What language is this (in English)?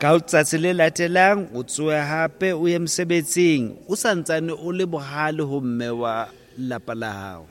Southern Sotho